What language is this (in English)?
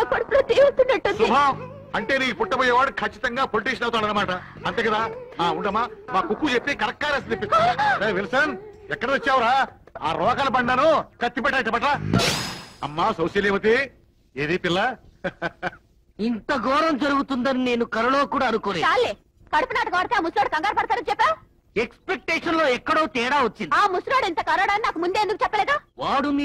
Telugu